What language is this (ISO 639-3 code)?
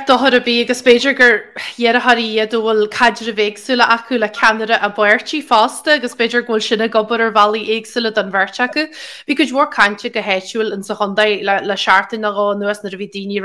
gle